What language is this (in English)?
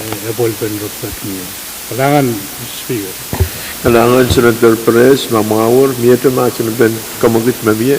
Pohnpeian